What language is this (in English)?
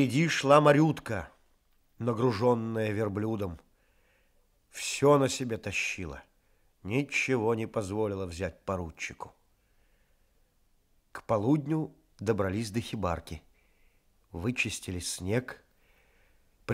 Russian